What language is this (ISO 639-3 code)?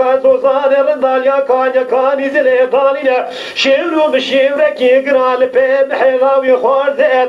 kur